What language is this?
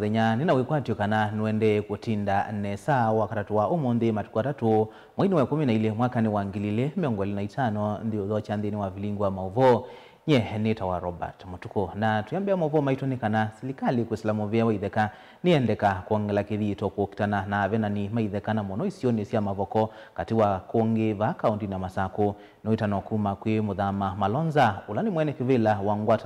Kamba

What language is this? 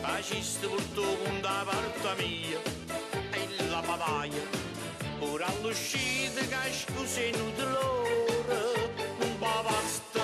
Neapolitan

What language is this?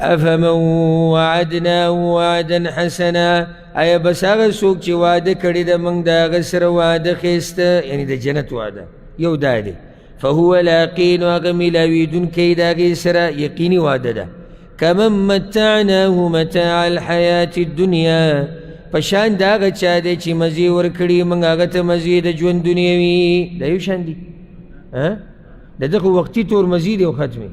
Pashto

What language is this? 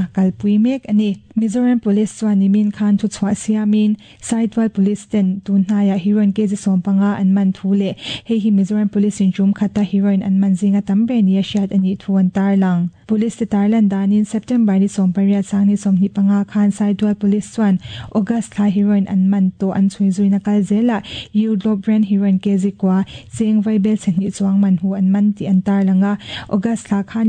Mizo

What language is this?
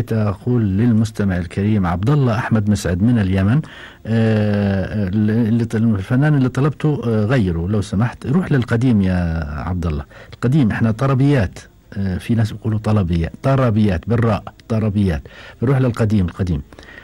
Gulf Arabic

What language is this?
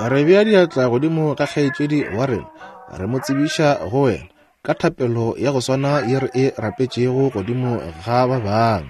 Northern Sotho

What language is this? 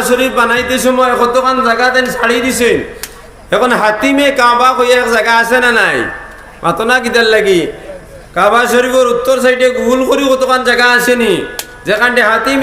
Sylheti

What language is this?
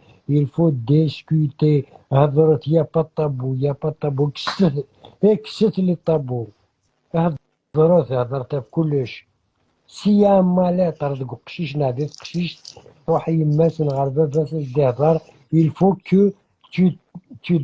Kabyle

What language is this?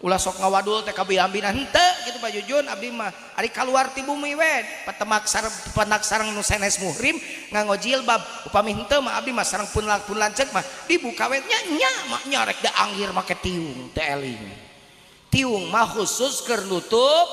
Sundanese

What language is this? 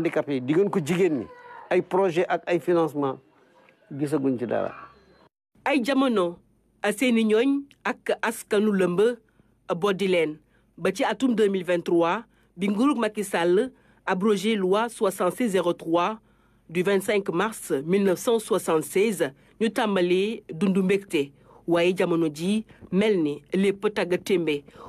Wolof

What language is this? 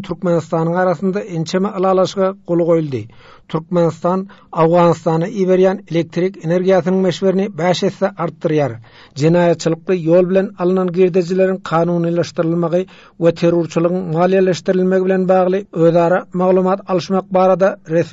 Turkmen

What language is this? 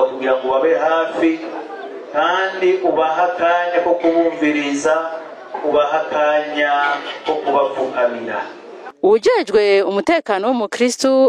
Rundi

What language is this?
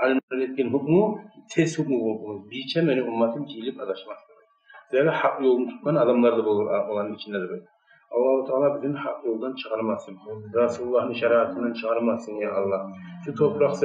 Kumyk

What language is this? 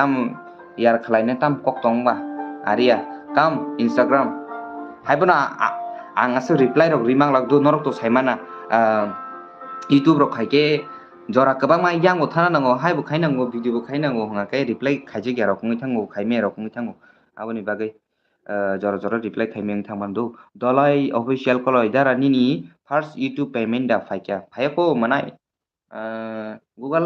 Kok Borok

